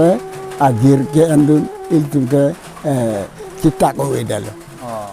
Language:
Karbi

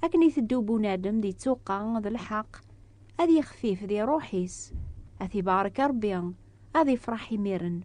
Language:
Kabyle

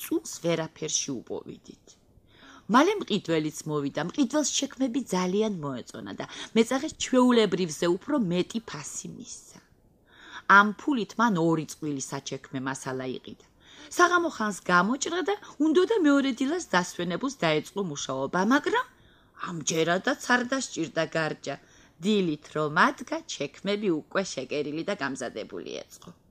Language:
Georgian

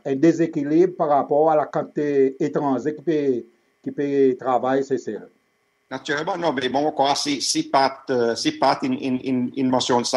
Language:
Seselwa Creole French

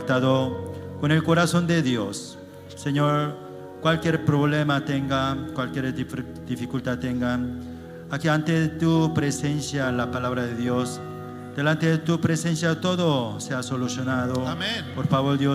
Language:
South Bolivian Quechua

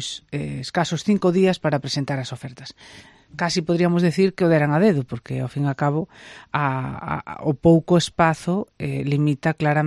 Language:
Galician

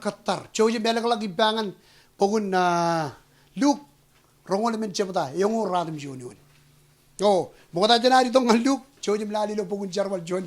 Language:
Marshallese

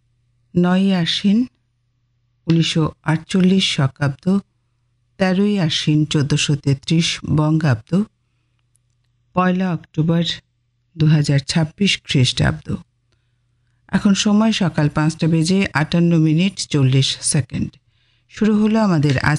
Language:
Bangla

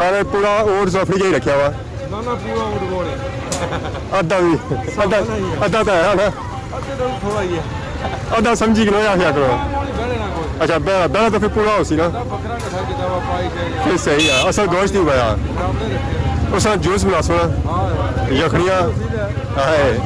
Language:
Pahari-Potwari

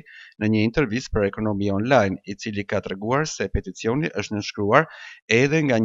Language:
Albanian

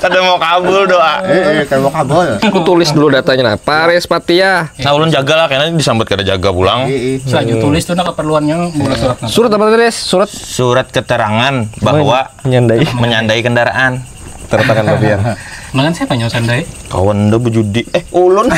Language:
Banjar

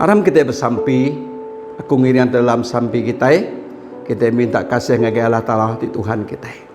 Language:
Iban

